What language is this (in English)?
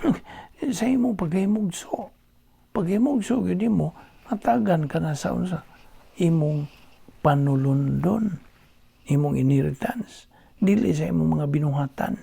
Cebuano